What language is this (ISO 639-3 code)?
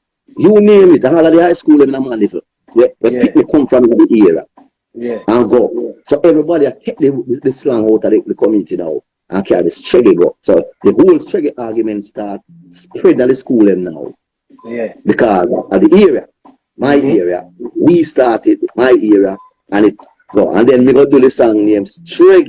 jam